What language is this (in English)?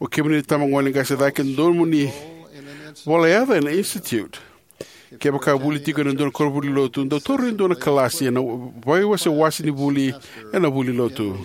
Fijian